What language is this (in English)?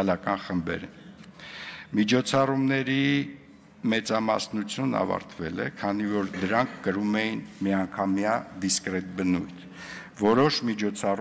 Armenian